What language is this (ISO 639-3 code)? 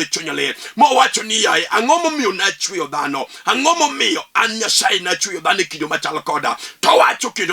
luo